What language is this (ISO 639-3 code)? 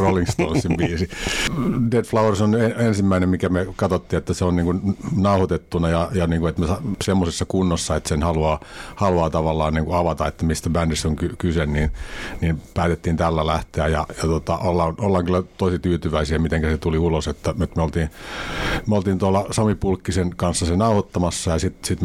fin